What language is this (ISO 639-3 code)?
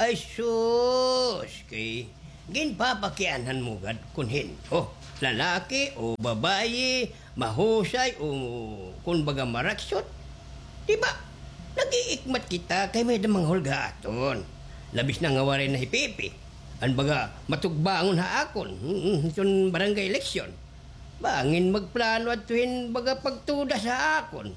war